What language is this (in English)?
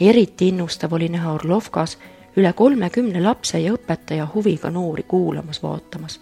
Estonian